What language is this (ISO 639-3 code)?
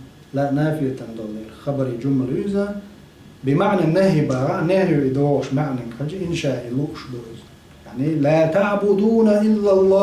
che